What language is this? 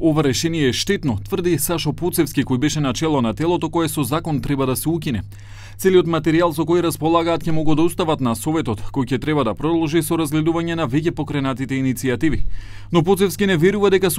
Macedonian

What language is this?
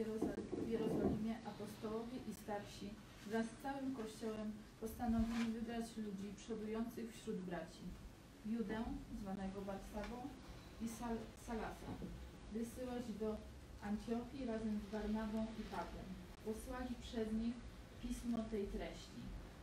Polish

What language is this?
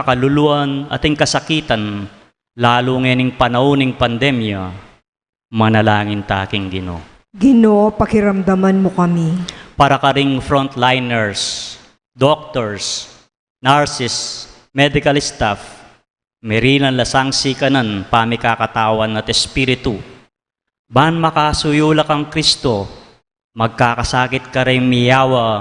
Pampanga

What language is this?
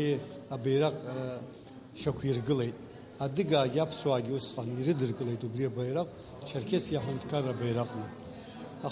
Abkhazian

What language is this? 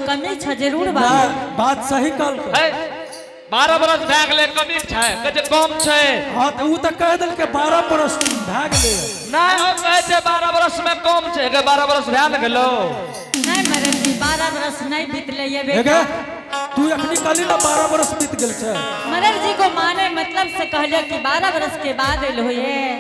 Angika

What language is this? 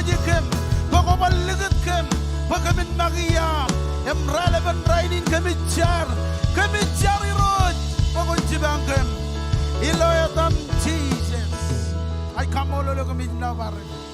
Marshallese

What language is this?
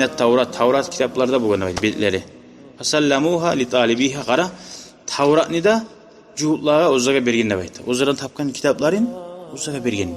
Kumyk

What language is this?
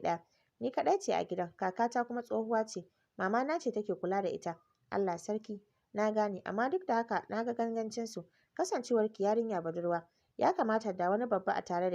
Hausa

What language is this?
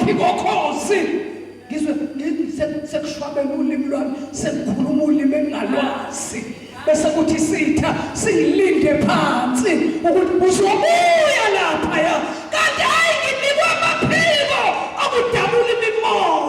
Zulu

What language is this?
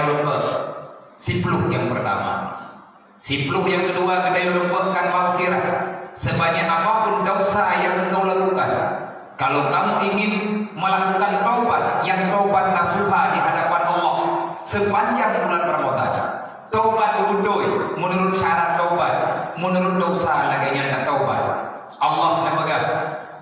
Achinese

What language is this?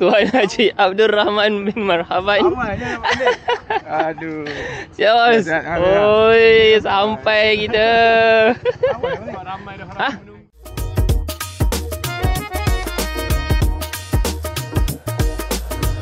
Malay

